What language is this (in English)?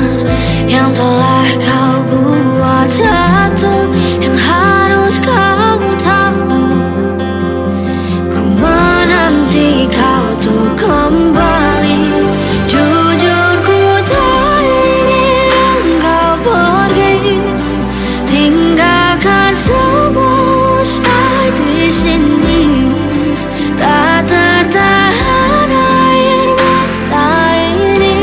Indonesian